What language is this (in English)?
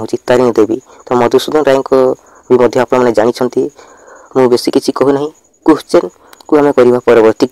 Odia